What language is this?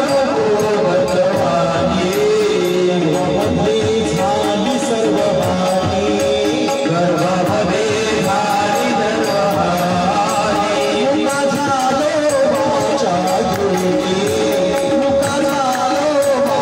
Marathi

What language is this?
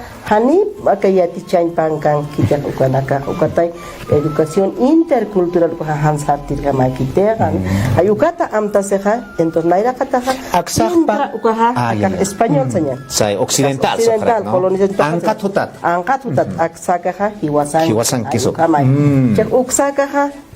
Aymara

